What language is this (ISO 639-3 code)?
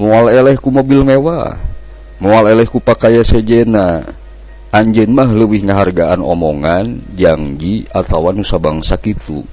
sun